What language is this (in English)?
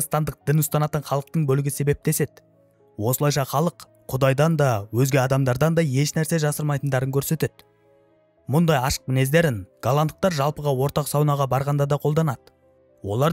Kazakh